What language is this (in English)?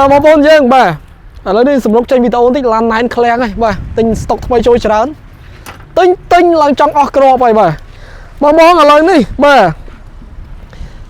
Khmer